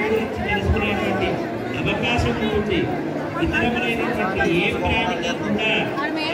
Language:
Telugu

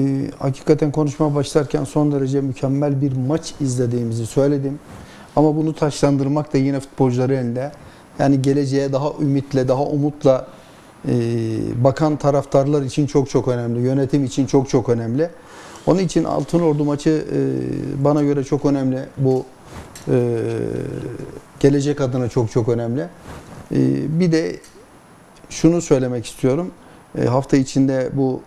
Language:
Turkish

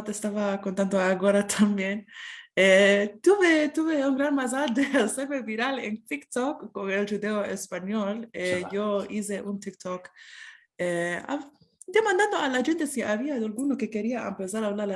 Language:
Ladino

